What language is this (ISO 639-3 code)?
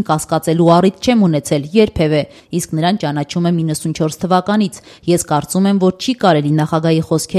hye